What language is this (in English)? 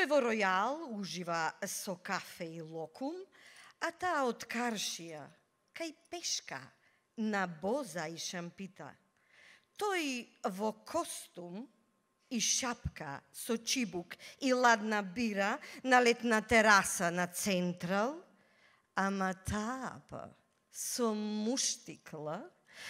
Macedonian